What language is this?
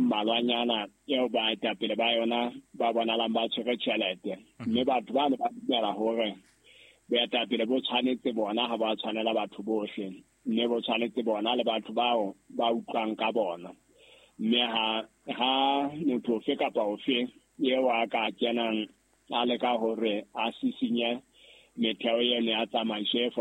Southern Sotho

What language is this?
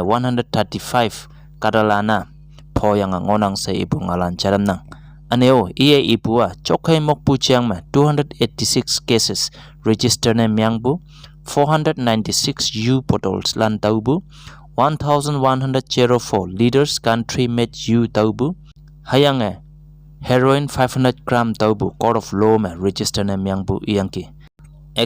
Konyak Naga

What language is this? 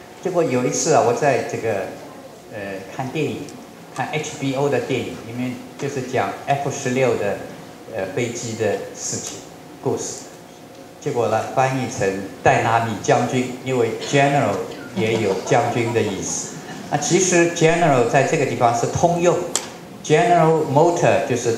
Chinese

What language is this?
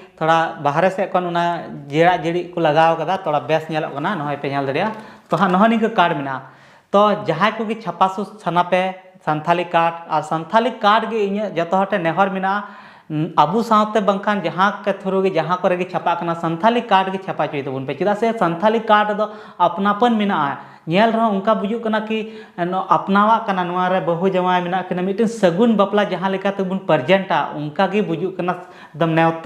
Santali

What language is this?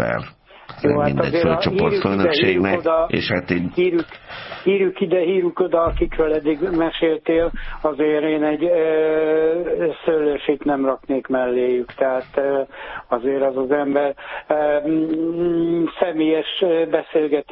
Hungarian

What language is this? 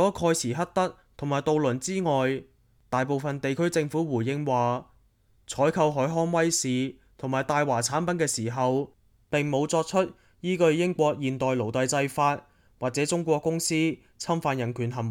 Cantonese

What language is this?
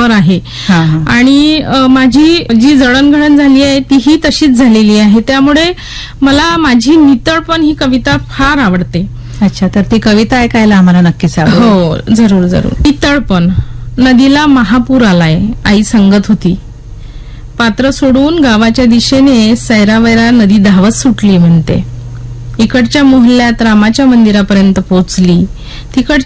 Marathi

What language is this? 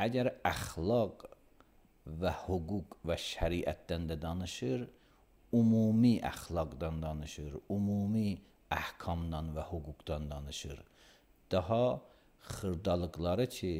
Azerbaijani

